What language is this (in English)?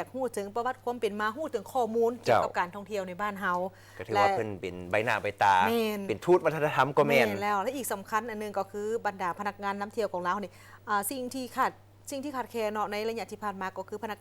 Lao